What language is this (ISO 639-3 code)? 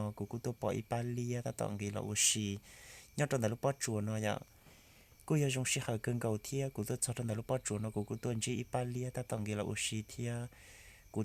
hmn